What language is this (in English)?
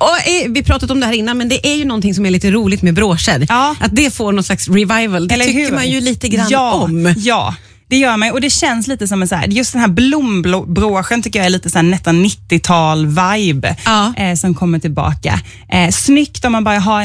Swedish